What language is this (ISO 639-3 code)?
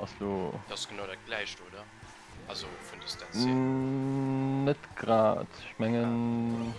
ltz